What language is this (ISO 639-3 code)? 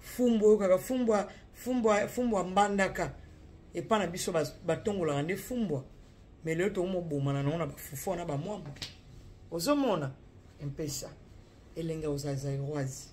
lin